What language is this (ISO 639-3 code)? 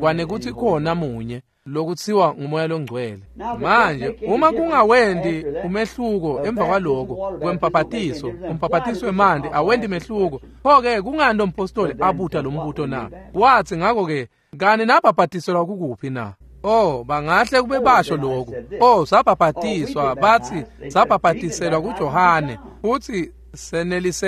ssw